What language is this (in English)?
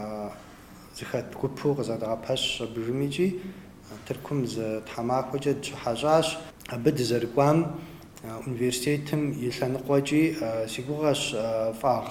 Kabardian